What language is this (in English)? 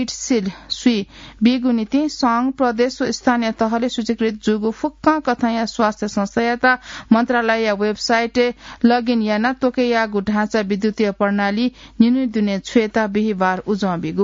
Newari